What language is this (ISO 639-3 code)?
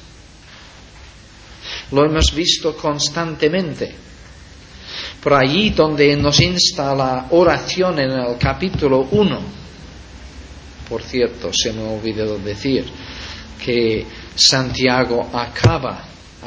spa